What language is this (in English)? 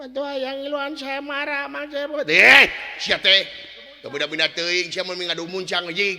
Sundanese